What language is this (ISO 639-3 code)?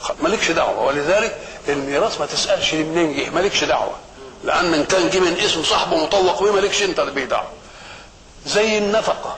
arz